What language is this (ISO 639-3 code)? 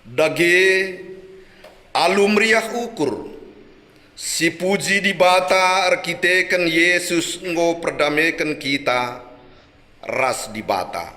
btx